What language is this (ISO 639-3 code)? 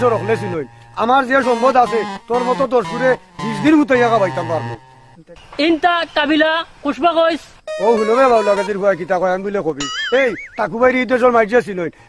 syl